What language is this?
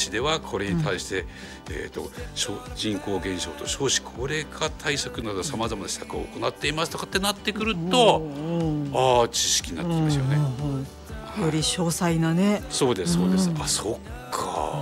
Japanese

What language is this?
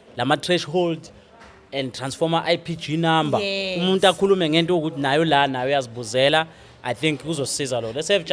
Zulu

